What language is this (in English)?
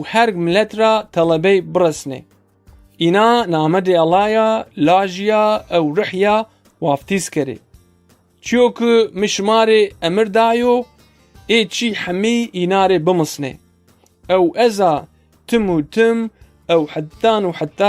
Zaza